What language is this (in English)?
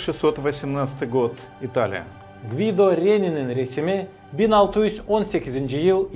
Gagauz